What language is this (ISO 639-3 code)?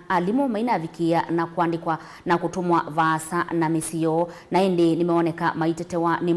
kam